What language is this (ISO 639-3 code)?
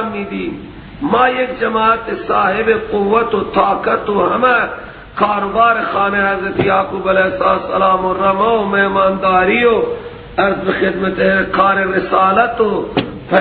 fas